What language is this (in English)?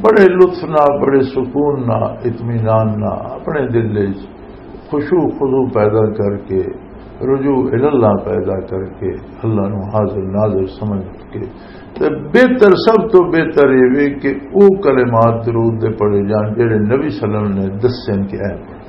Western Panjabi